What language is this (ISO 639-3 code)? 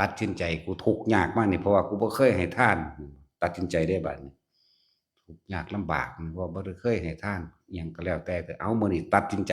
tts